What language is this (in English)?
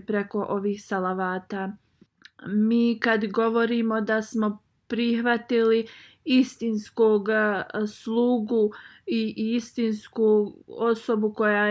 Bosnian